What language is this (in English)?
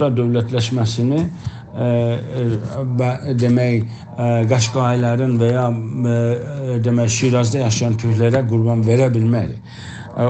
South Azerbaijani